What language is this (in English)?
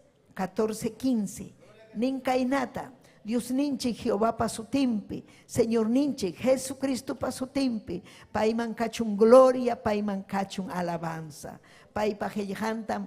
Ayacucho Quechua